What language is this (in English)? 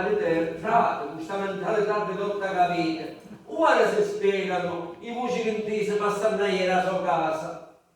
Sicilian